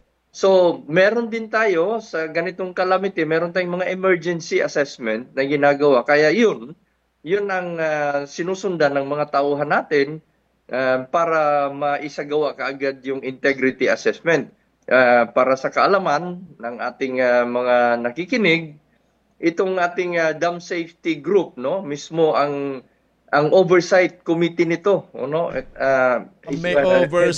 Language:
Filipino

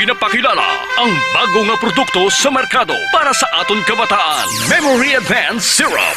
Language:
Hiligaynon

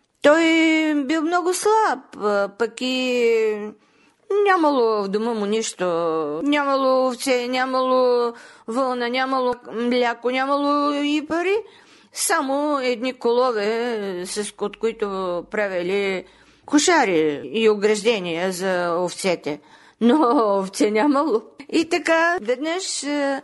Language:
Bulgarian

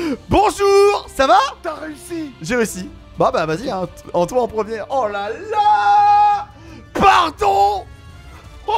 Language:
French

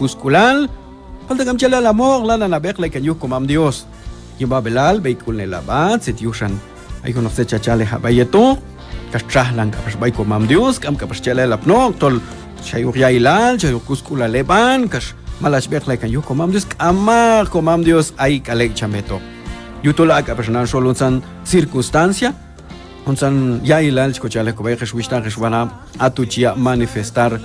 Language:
Q'anjob'al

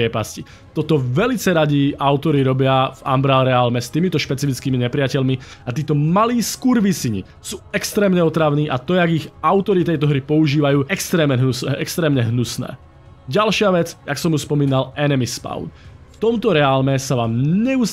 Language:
Slovak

